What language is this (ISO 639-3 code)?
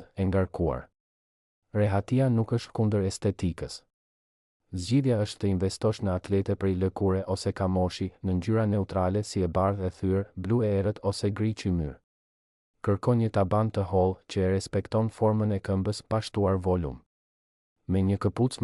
sqi